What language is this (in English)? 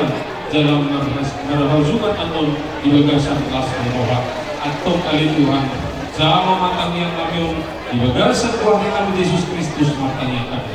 Batak Toba